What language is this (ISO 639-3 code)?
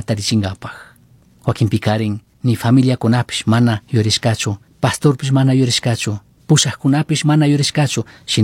qug